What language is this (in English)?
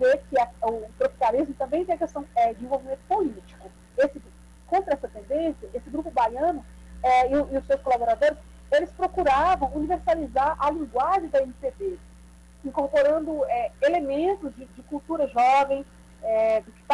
Portuguese